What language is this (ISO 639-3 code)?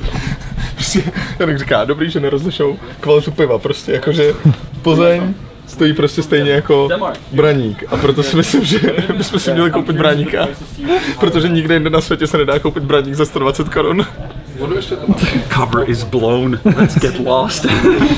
ces